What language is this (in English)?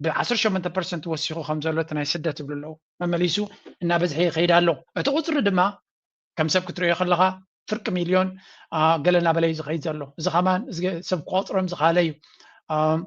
Tigrinya